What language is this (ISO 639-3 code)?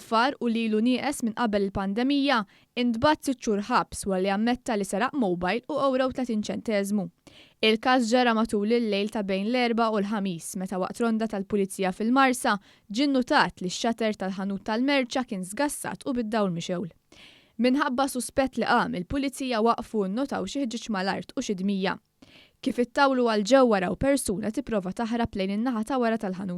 mlt